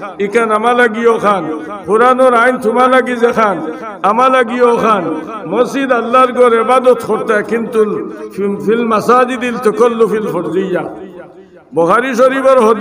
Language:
Sylheti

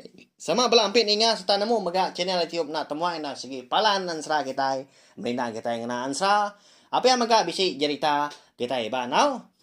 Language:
Iban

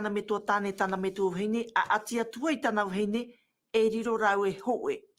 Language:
Tahitian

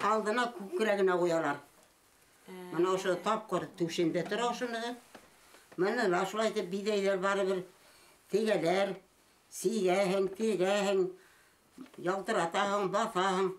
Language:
Bashkir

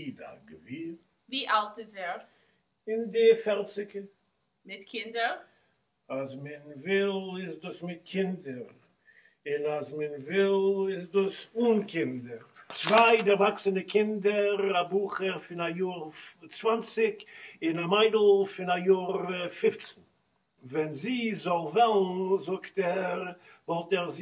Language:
Yiddish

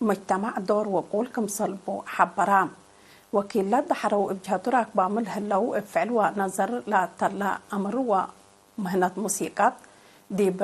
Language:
Tigre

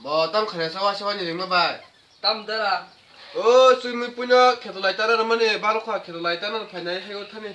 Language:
Kok Borok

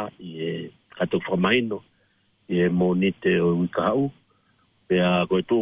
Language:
Tongan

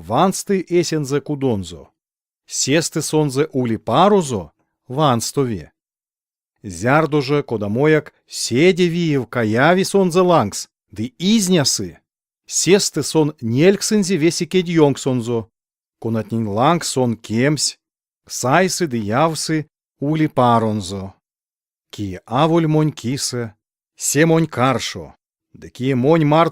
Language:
Erzya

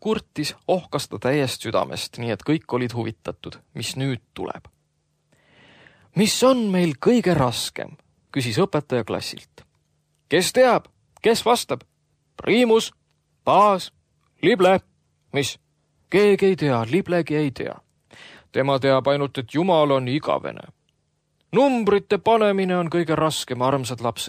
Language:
Estonian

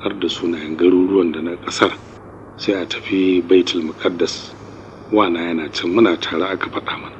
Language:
Hausa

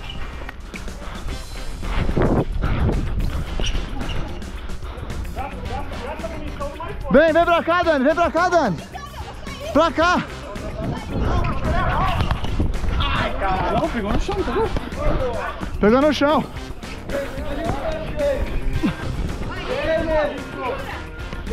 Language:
Portuguese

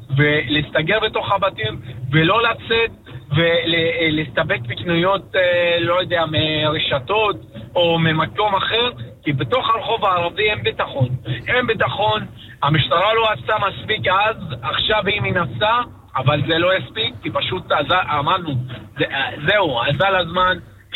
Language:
Hebrew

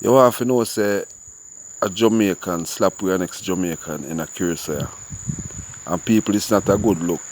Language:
Jamaican Creole English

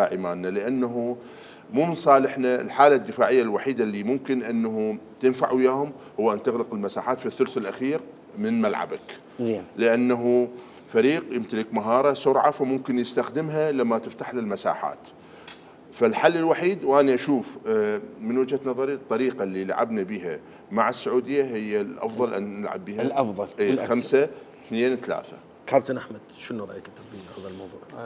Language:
Mesopotamian Arabic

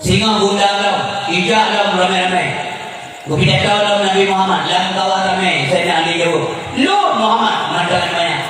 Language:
Achinese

